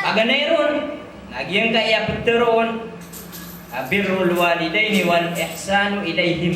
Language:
Maranao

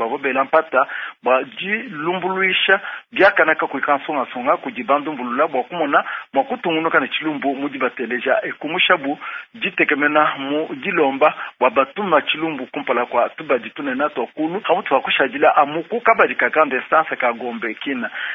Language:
Luba-Lulua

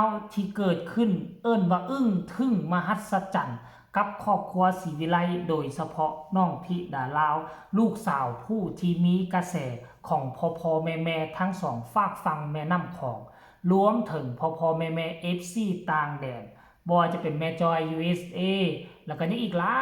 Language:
Northeastern Thai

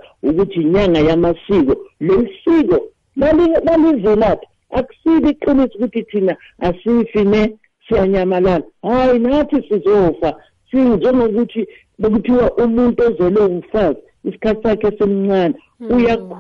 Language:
South Ndebele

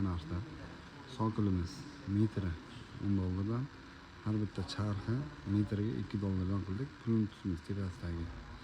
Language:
Uzbek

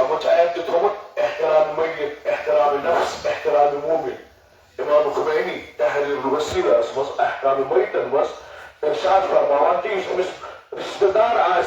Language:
Kashmiri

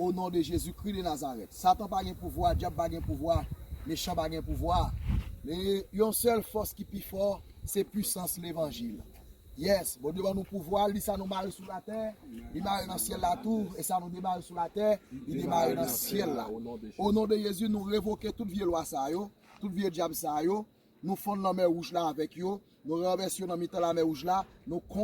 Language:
Haitian Creole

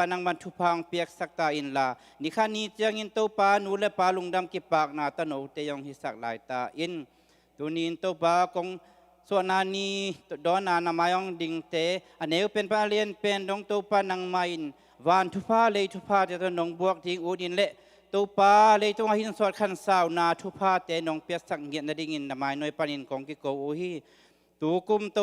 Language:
Tedim Chin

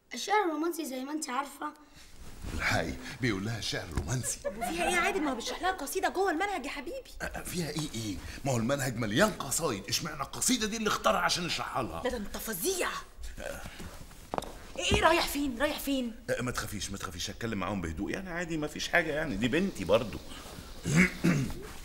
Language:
Egyptian Arabic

